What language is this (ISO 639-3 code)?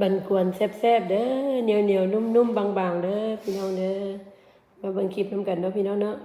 lao